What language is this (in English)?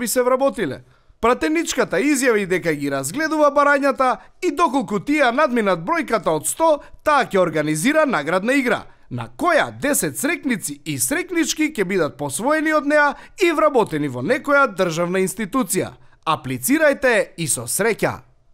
Macedonian